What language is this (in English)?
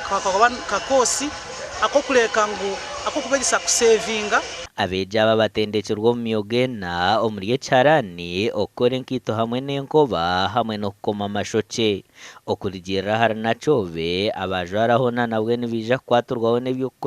Nyankole